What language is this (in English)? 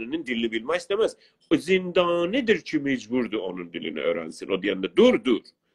South Azerbaijani